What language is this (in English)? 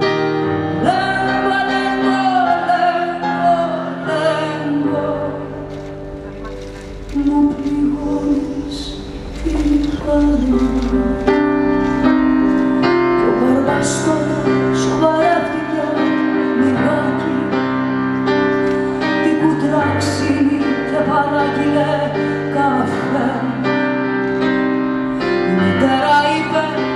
Greek